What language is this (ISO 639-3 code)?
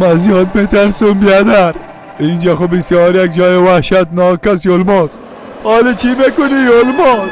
fas